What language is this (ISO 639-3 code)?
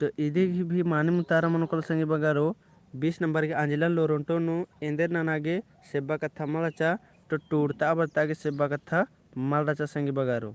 kru